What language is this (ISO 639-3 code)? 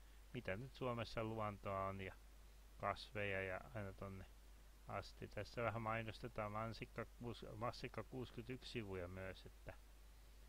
fin